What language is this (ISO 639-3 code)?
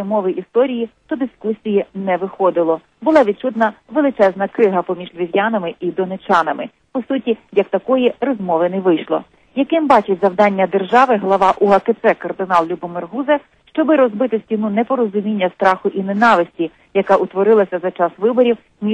ukr